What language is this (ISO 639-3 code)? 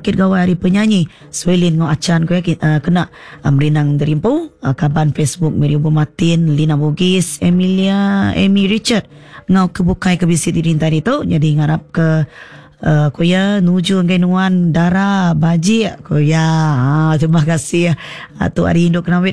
iba